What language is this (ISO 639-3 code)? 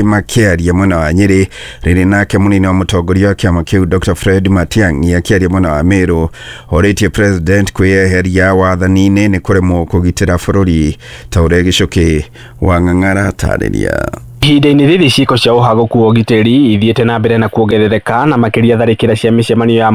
kik